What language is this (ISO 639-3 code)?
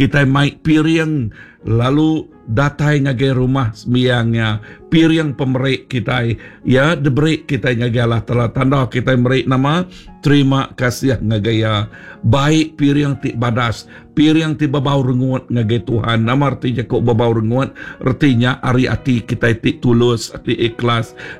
iba